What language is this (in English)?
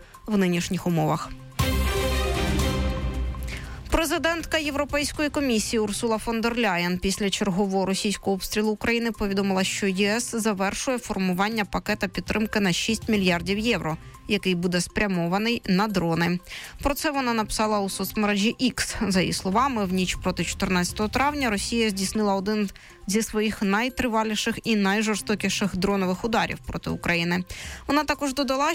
Ukrainian